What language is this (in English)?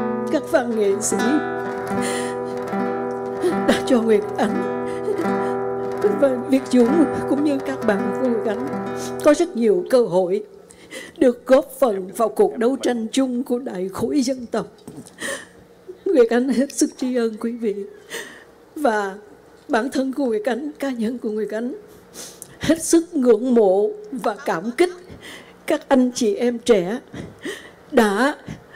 Vietnamese